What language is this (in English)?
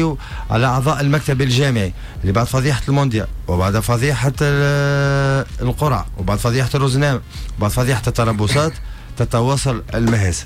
Tunisian Arabic